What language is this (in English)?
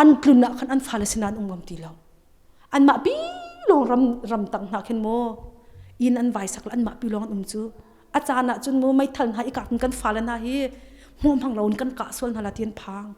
Hakha Chin